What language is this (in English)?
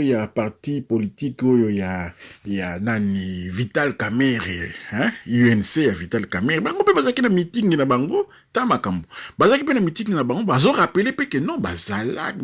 Lingala